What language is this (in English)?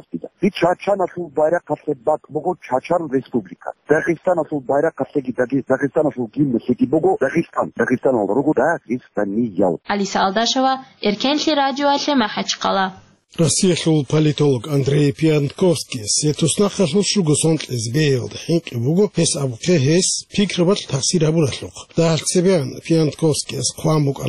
Avaric